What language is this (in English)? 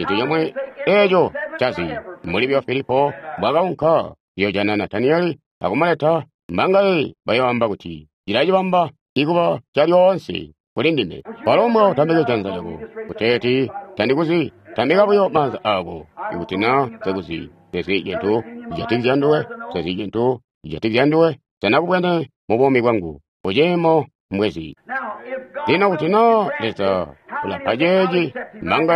Tonga (Zambia)